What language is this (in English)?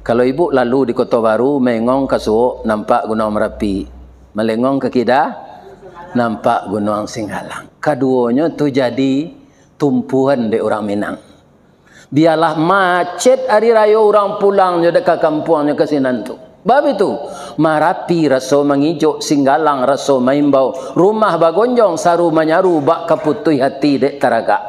Minangkabau